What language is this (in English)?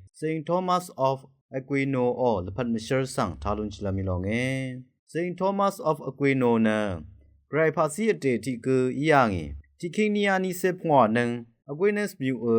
Rawang